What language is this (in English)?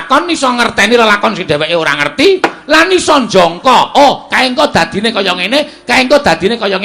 Javanese